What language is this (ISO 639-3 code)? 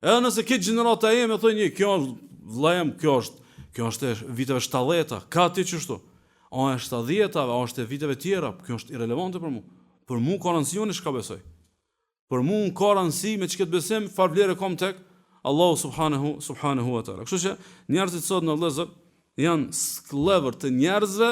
sqi